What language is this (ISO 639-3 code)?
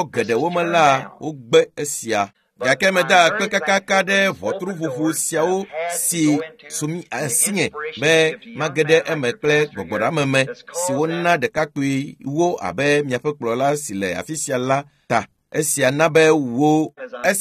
ewe